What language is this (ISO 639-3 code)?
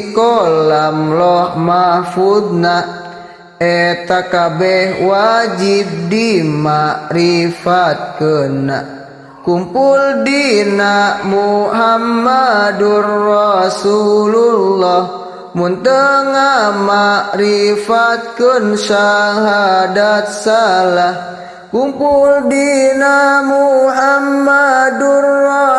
sun